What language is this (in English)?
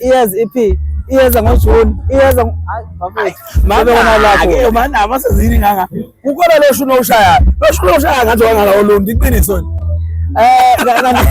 Zulu